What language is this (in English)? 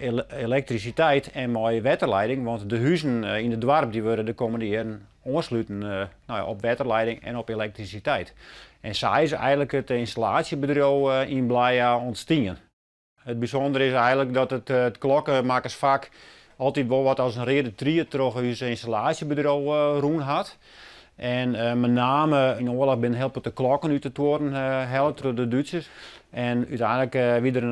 Western Frisian